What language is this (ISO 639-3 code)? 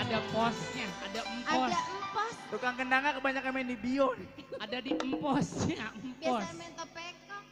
bew